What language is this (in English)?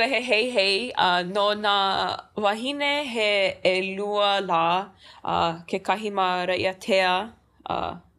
Hawaiian